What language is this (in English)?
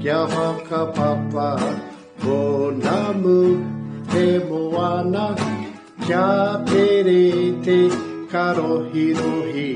Māori